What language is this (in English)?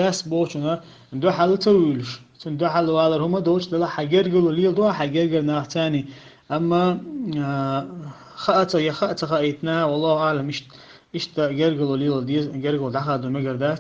Chechen